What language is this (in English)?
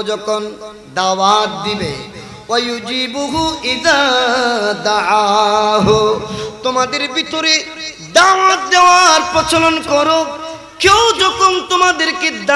Bangla